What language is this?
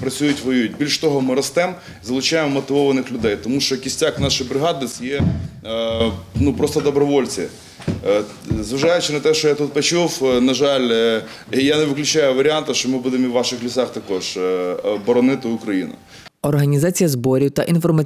Ukrainian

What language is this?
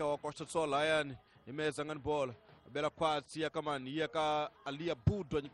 Tsonga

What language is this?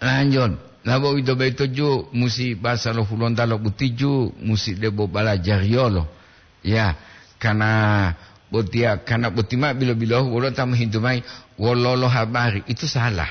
Gorontalo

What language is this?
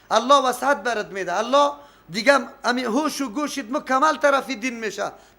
Persian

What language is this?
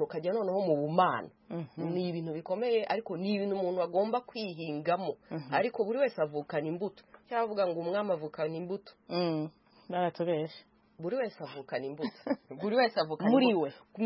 Kinyarwanda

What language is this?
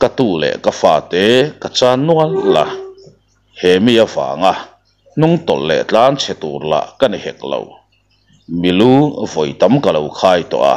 Mizo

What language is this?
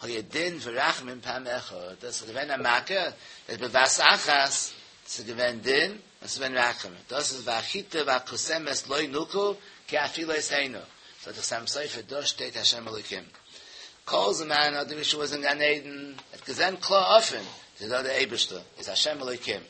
Yiddish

